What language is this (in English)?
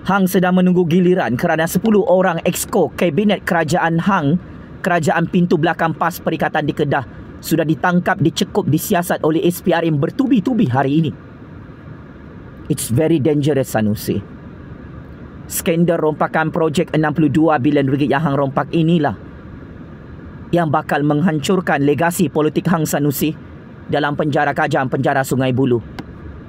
Malay